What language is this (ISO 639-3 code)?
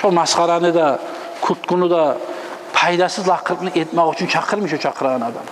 kum